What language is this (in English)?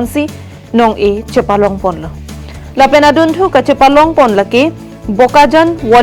Karbi